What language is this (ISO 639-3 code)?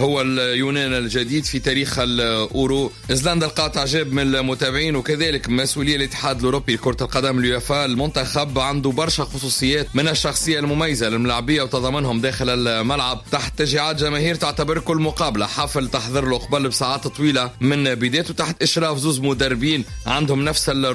aeb